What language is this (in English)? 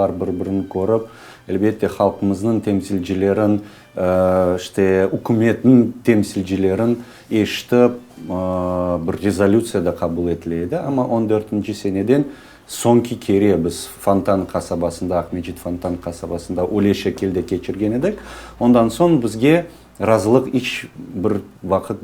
Crimean Tatar